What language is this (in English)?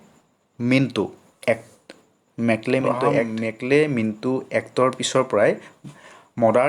Assamese